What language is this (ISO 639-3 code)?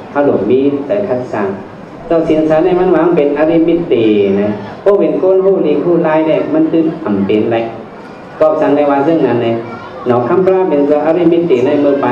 shn